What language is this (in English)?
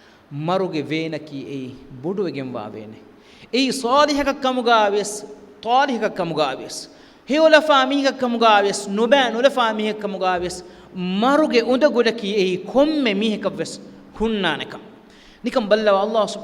Divehi